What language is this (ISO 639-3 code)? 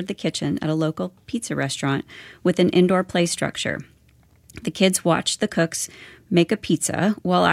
eng